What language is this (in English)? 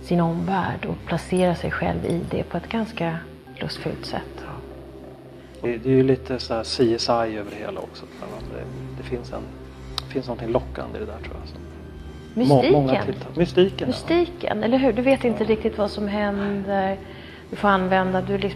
Swedish